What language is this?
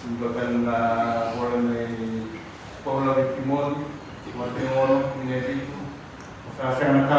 Fijian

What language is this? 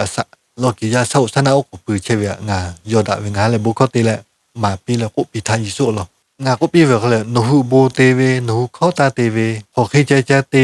Lahu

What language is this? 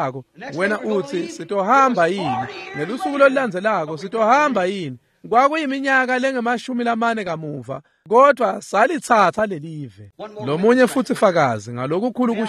Swati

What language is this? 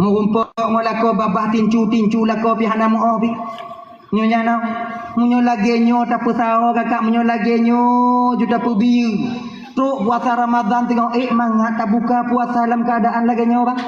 Achinese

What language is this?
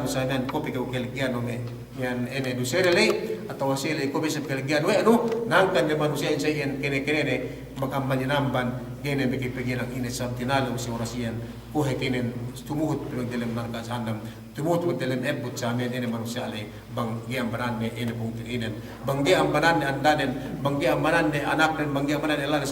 Yakan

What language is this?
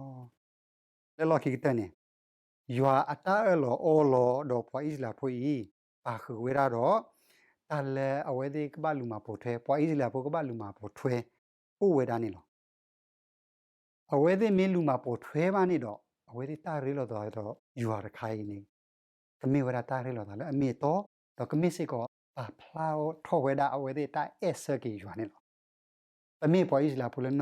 S'gaw Karen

